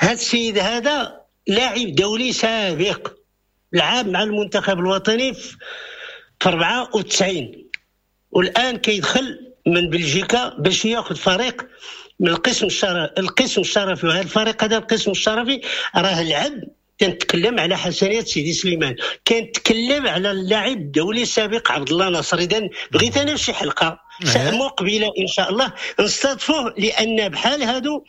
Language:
Moroccan Arabic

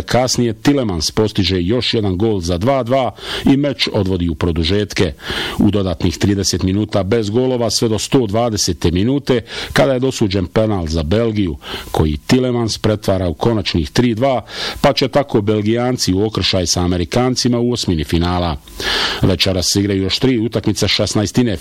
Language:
Bosnian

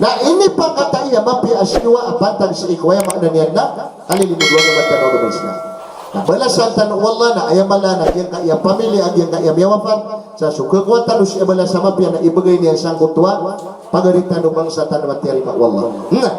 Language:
Maranao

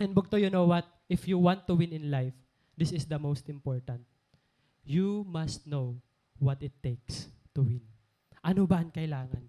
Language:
Waray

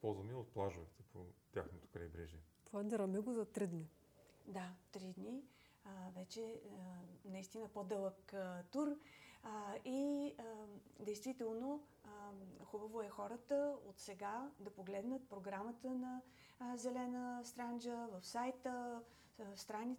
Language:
Bulgarian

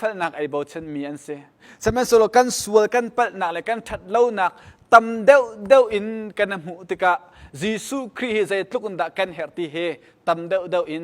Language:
Hakha Chin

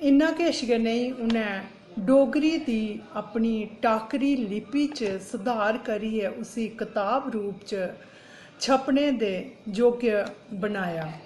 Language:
Dogri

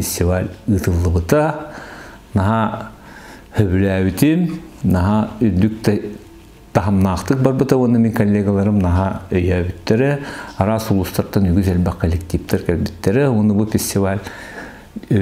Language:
Yakut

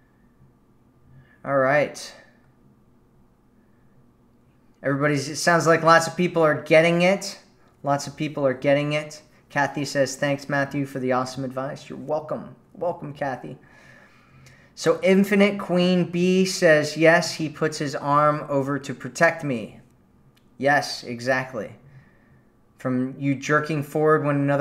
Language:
English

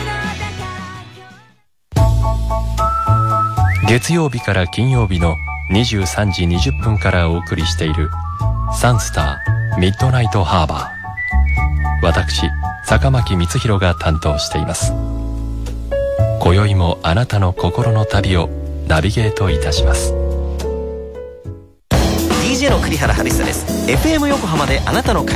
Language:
Japanese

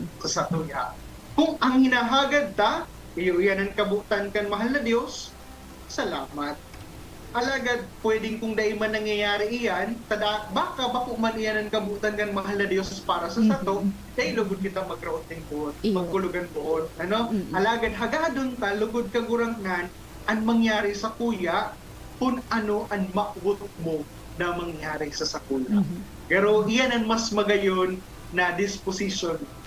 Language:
Bikol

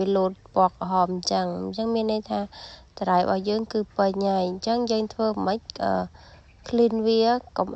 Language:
Khmer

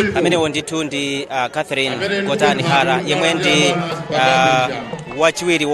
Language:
Nyanja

